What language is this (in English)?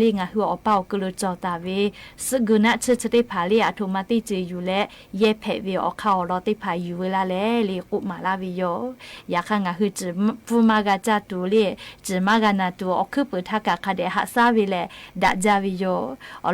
Lahu